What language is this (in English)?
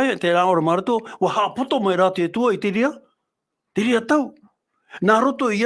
Tahitian